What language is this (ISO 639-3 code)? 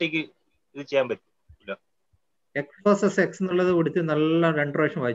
mal